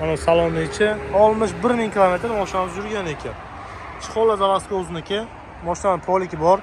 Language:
Uzbek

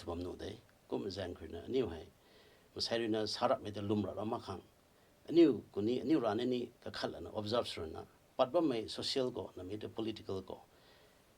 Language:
Rongmei Naga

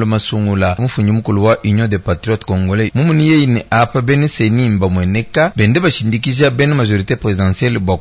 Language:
Luba-Lulua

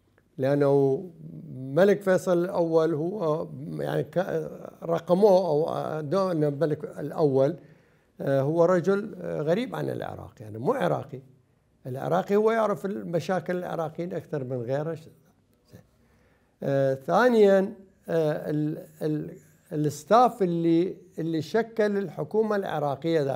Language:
Mesopotamian Arabic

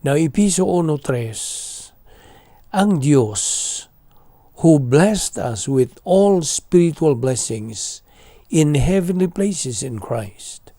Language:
Cebuano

